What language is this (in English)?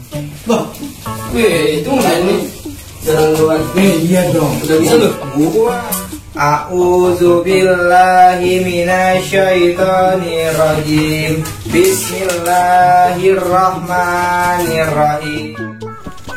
Betawi